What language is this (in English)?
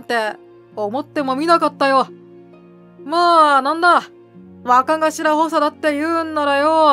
Japanese